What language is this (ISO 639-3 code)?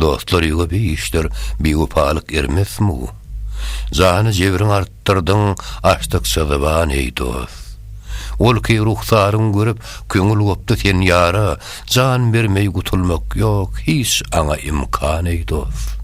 tuk